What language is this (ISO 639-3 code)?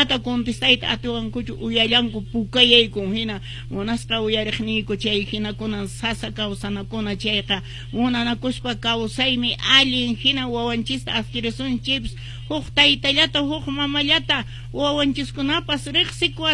que